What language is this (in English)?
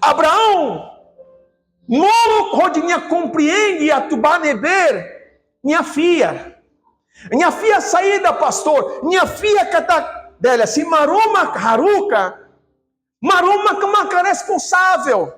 Tetum